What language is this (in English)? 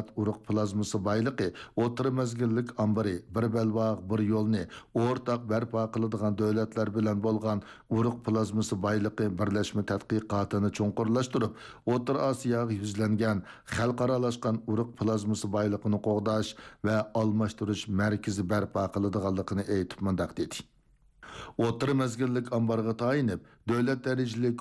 Uyghur